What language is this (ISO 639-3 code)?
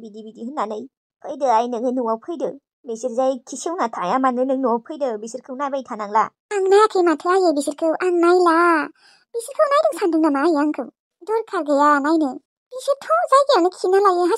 brx